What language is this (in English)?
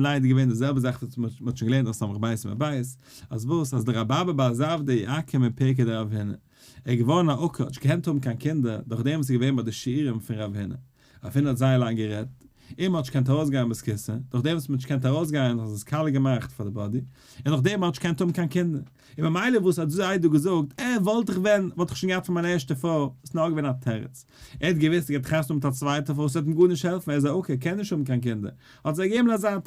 Yiddish